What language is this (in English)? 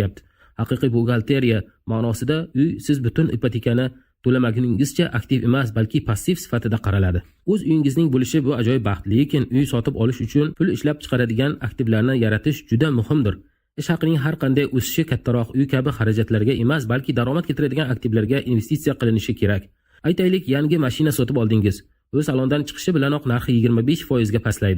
Uzbek